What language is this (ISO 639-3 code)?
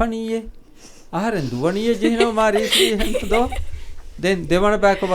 div